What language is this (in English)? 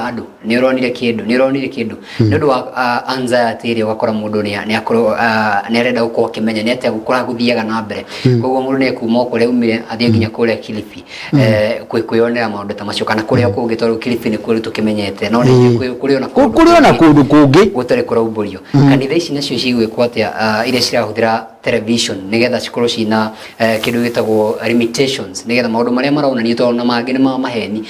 Kikuyu